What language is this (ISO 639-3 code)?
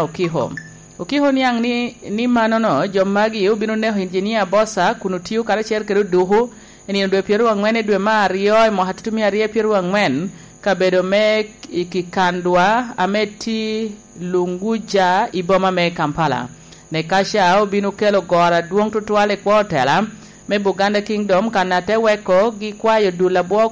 laj